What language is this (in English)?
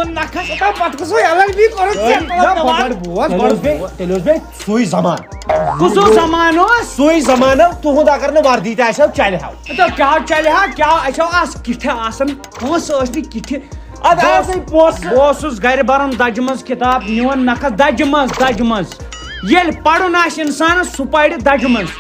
Kashmiri